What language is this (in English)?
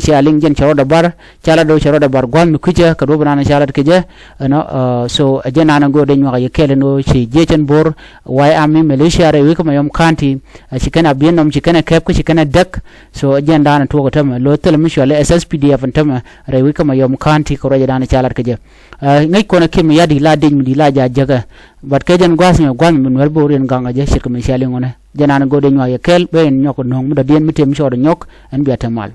Nuer